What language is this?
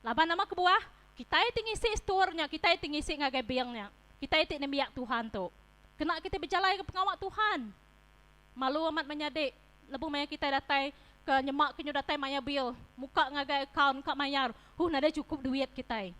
Iban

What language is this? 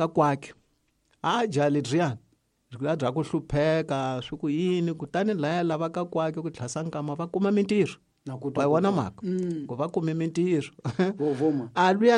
Tsonga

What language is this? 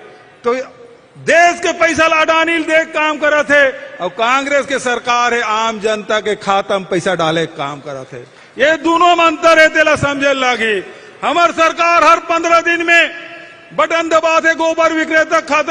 Chhattisgarhi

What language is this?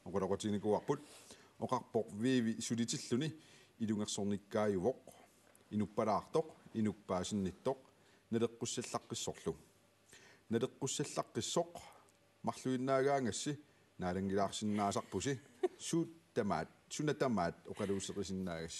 Kalaallisut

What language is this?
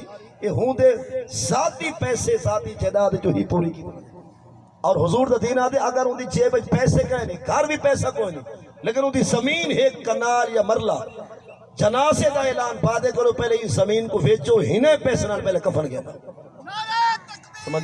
Saraiki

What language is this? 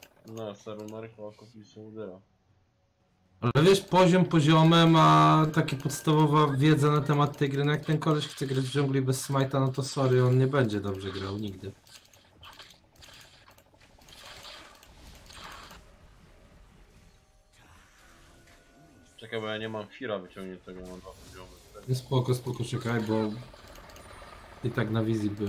Polish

